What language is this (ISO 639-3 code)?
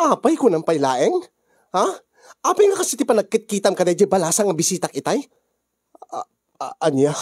ilo